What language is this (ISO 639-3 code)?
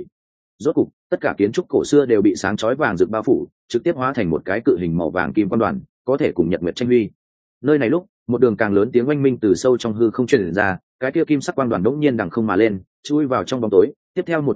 vie